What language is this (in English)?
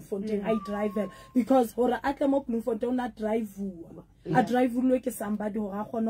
Southern Sotho